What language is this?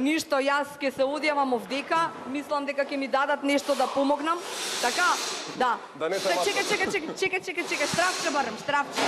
Macedonian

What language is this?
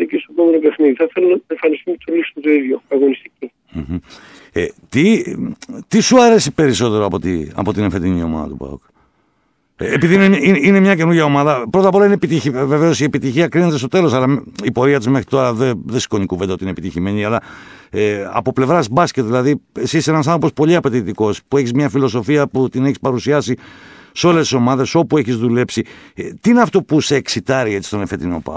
Greek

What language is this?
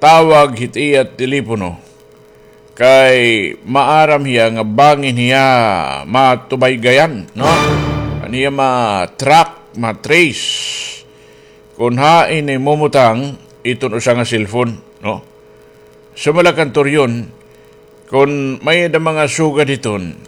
Waray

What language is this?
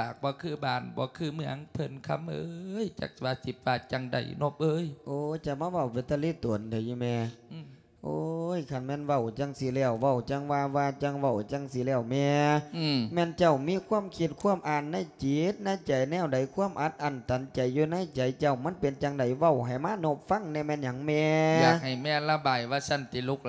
Lao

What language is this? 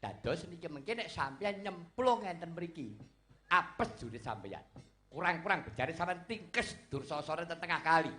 Javanese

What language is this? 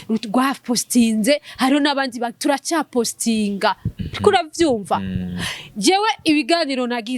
Rundi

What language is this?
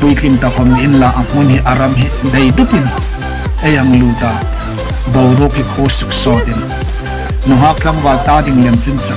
Hmar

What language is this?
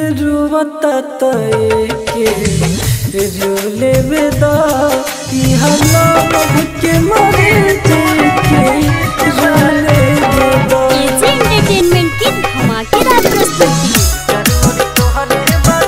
Bhojpuri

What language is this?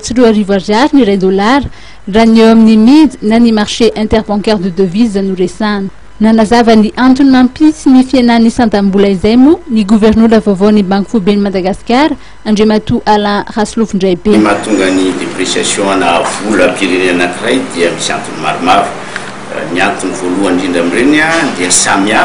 Malagasy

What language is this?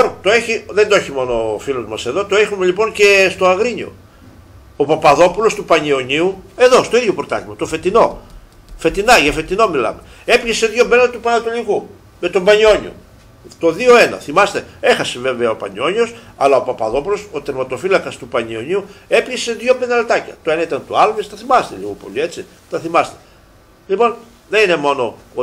Greek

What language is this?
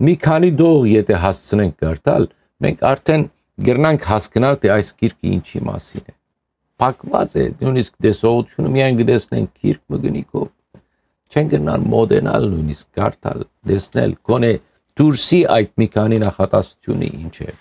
Western Armenian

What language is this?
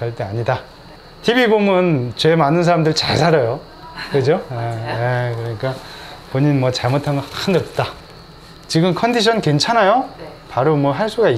Korean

